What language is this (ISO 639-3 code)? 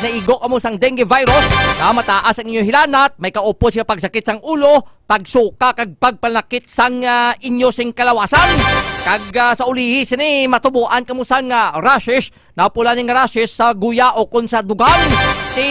hil